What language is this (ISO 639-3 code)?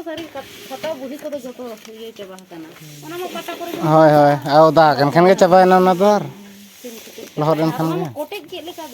sat